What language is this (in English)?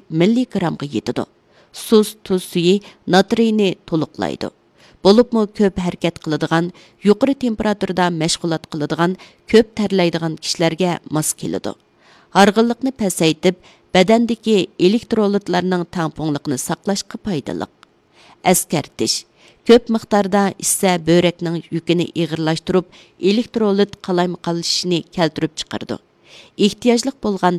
Uyghur